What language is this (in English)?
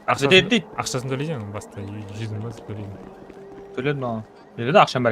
Kara-Kalpak